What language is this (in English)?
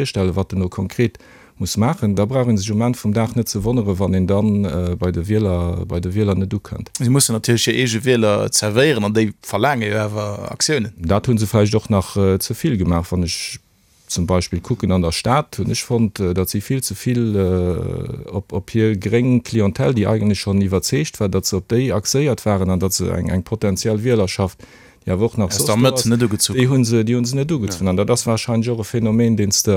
Luxembourgish